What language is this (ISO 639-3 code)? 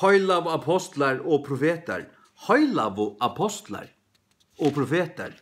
fao